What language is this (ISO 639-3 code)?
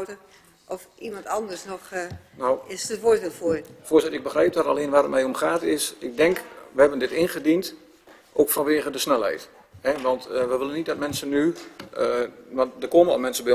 nld